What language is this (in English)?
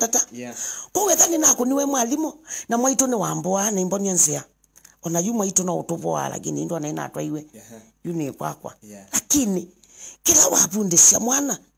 Kamba